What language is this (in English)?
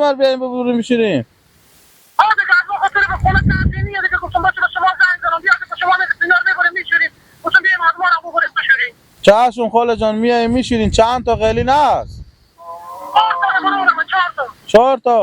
Persian